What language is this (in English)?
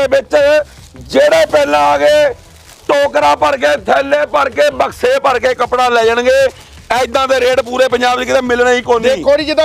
Punjabi